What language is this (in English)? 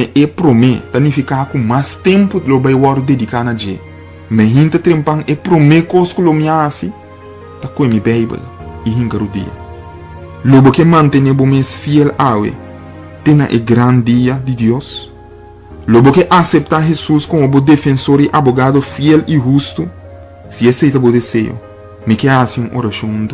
Papiamento